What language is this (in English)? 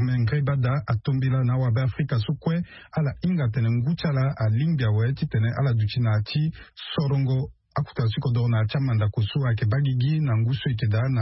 Sango